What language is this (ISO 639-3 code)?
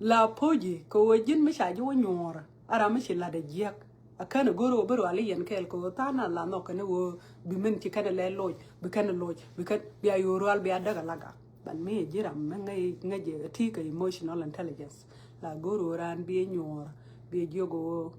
nus